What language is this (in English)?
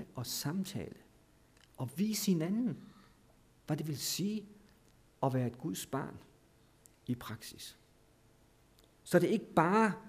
Danish